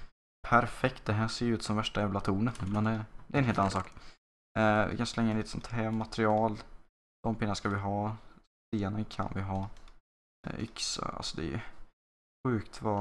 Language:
Swedish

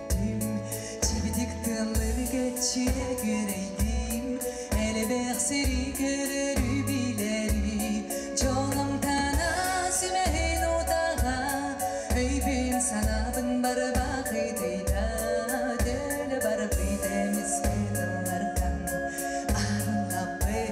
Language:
Yakut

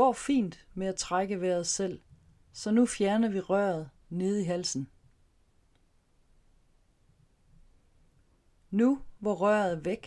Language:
Danish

